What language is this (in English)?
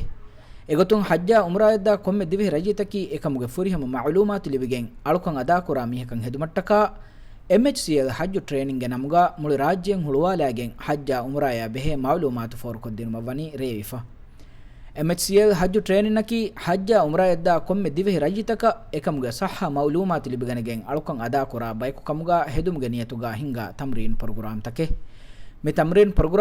Divehi